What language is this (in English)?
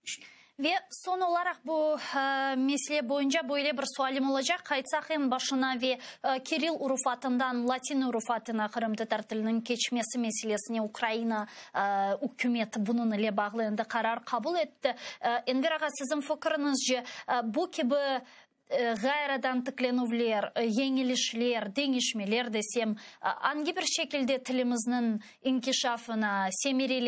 Crimean Tatar